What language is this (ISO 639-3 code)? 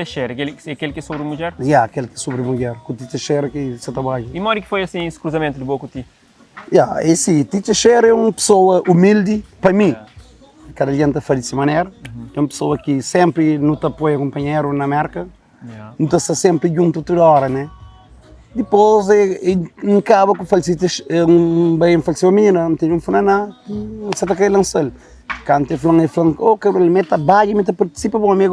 kea